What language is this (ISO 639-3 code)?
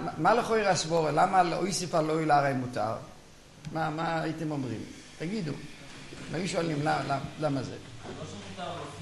heb